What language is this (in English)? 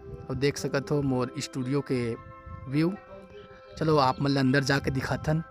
Chhattisgarhi